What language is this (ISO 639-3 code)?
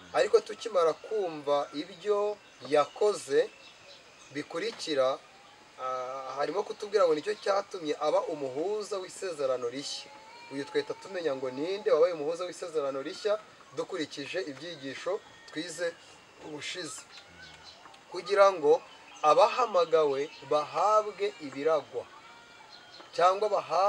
kin